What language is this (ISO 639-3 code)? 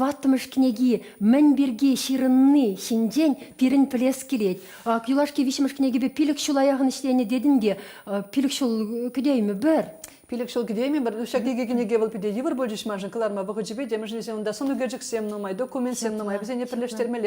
chv